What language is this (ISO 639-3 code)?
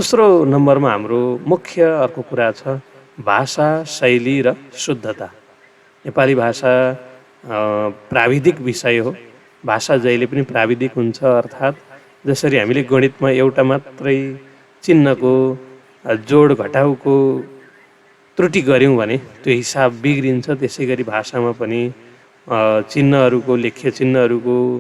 nep